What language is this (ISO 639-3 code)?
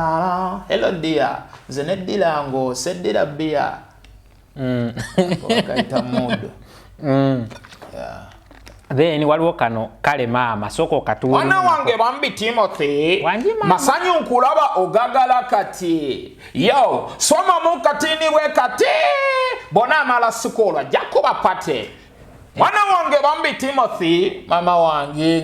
lug